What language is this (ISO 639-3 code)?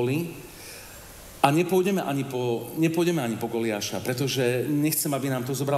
slk